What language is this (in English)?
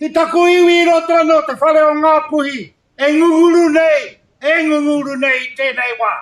Māori